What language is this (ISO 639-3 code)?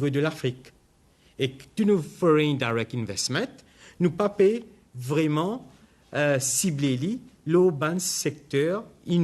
mfe